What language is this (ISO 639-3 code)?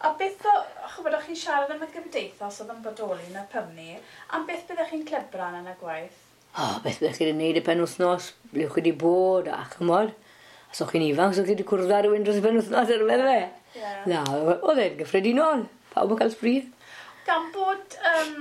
cym